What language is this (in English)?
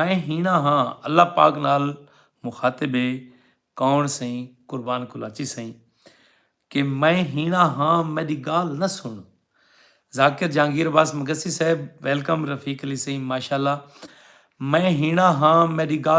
Saraiki